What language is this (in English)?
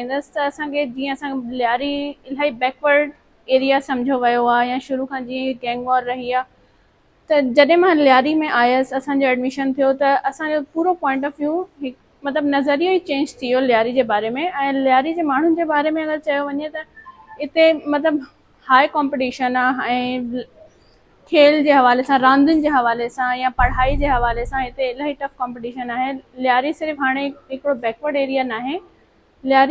Sindhi